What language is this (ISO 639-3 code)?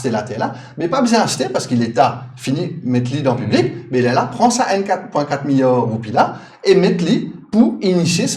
mfe